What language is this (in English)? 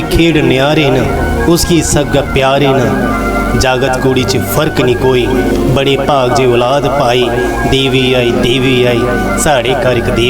Dogri